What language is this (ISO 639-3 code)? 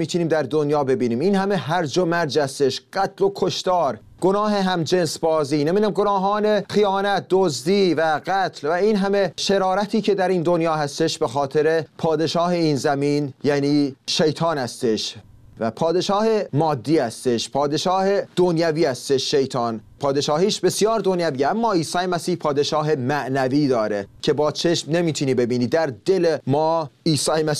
fas